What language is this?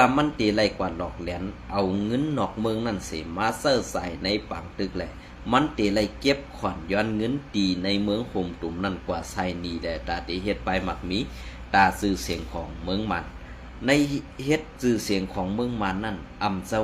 Shan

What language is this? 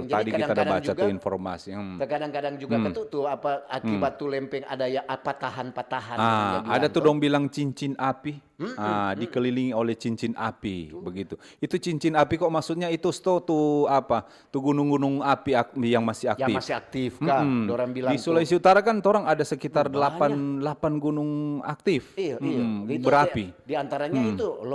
Manado Malay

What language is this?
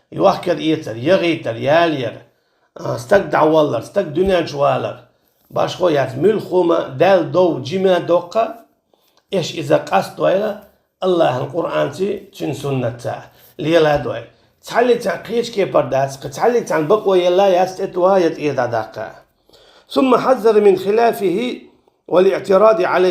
Chechen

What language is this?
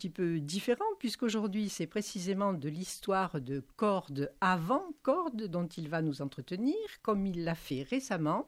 French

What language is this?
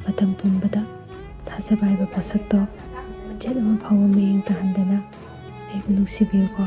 Manipuri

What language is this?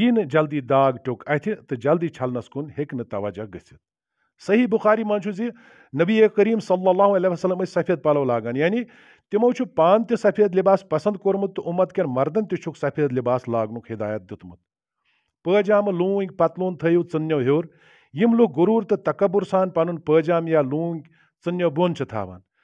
Kashmiri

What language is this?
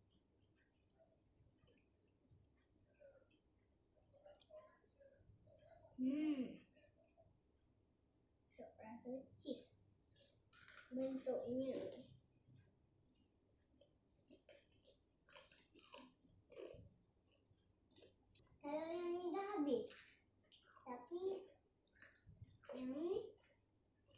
Malay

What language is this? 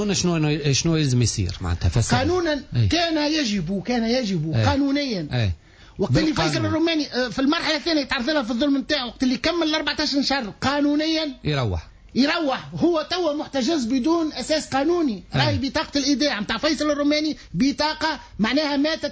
Tunisian Arabic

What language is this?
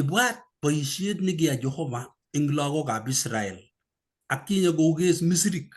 Kalenjin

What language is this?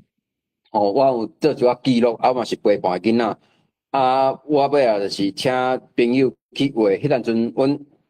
Min Nan Chinese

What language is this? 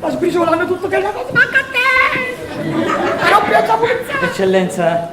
Neapolitan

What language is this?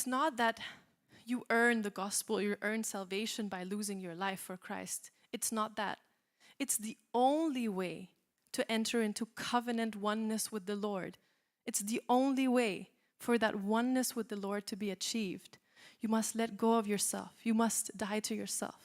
English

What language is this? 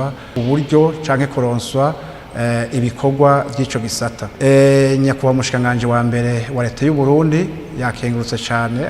Rundi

